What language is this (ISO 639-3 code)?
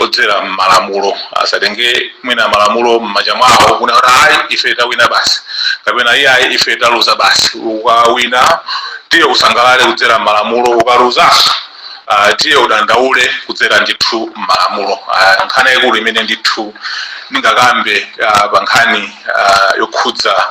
nya